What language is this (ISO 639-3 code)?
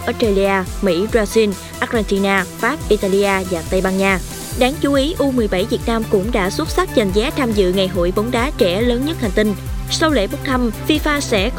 vie